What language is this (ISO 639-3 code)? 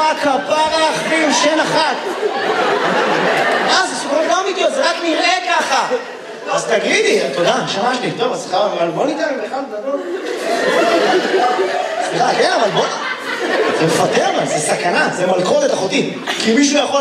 heb